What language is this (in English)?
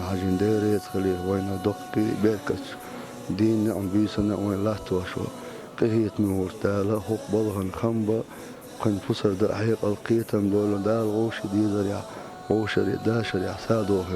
Chechen